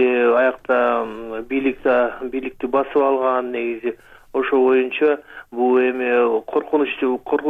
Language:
Kyrgyz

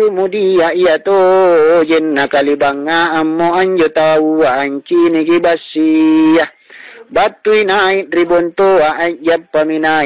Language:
Makasar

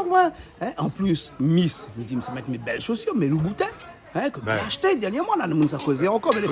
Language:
Réunion Creole French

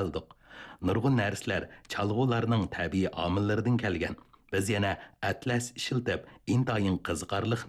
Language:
Uyghur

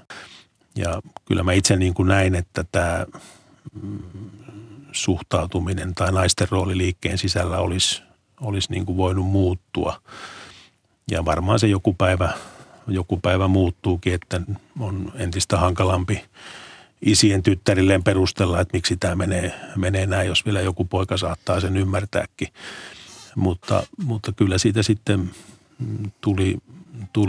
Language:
Finnish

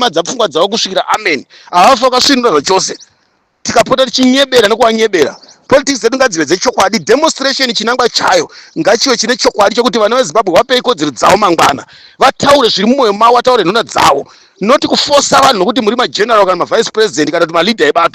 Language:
Shona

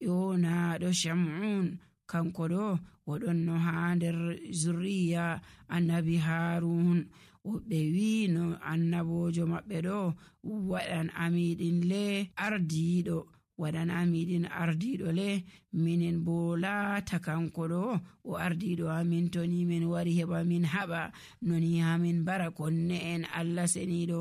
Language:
Nigerian Fulfulde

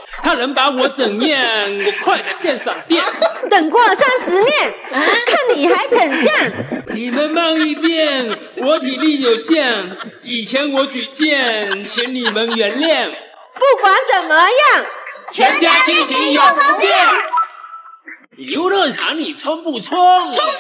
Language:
Chinese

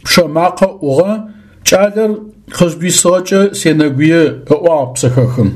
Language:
Adyghe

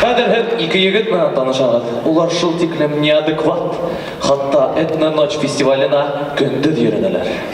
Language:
Bashkir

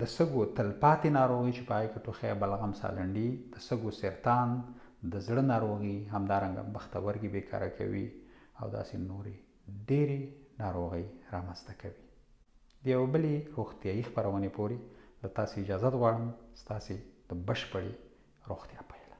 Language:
Pashto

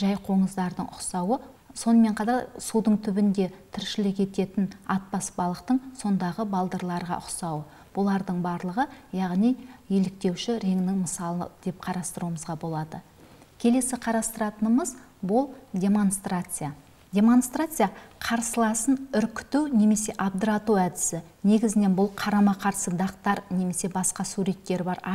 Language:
Kazakh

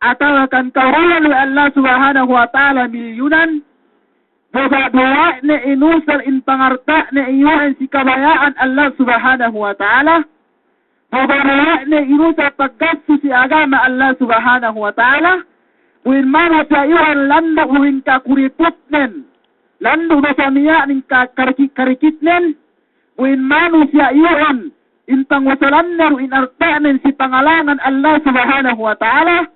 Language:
Yakan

